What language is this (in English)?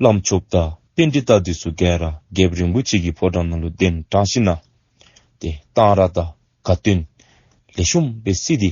Dzongkha